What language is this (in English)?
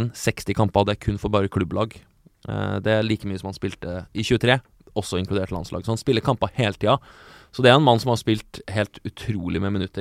Norwegian